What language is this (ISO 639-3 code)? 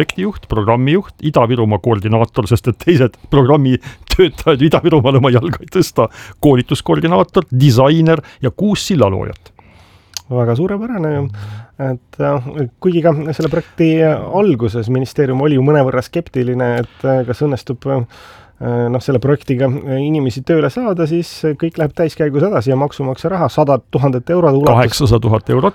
est